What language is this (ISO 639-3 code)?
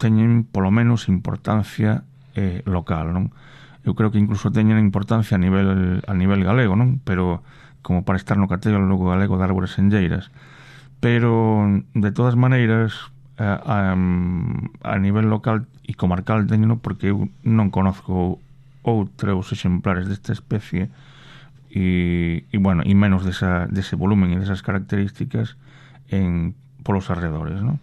glg